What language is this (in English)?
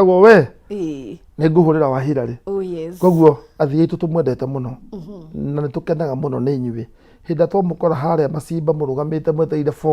Kikuyu